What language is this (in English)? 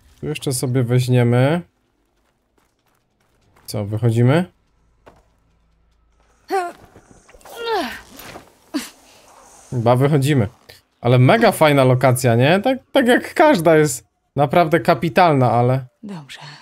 Polish